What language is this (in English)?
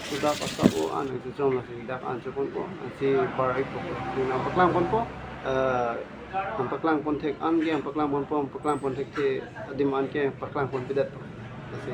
Karbi